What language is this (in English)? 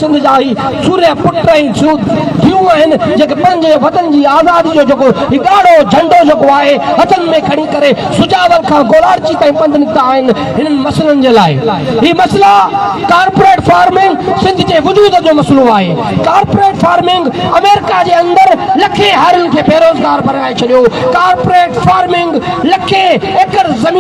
Sindhi